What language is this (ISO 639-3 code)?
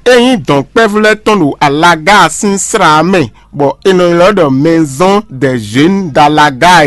fon